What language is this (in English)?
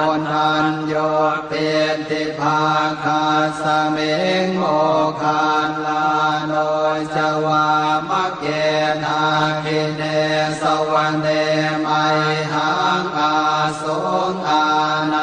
Pali